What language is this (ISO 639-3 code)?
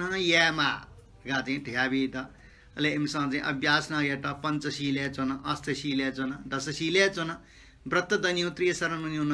new